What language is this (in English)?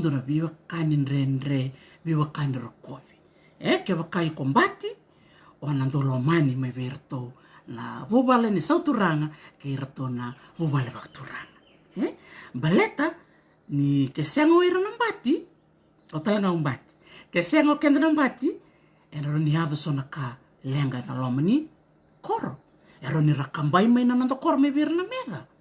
Fijian